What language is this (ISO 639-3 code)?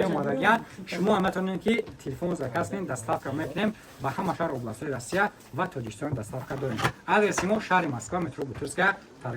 tgk